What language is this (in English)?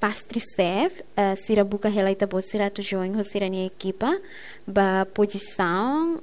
Tetum